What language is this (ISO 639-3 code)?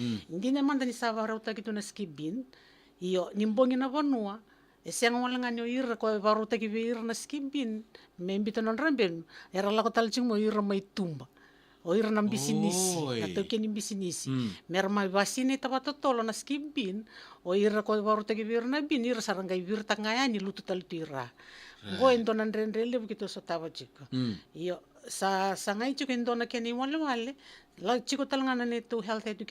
fij